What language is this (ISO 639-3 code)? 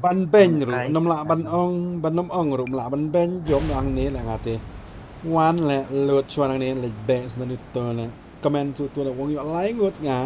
kha